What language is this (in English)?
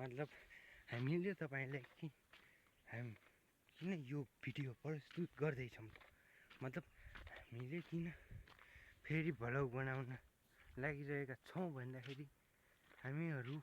Nepali